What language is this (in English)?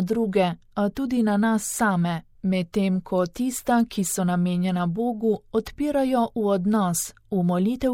Slovenian